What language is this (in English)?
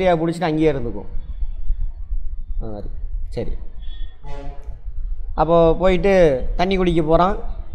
Tamil